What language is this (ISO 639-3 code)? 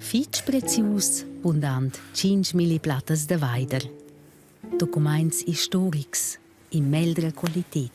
roh